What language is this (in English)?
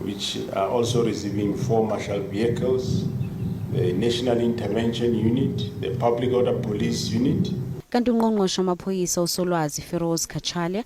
Zulu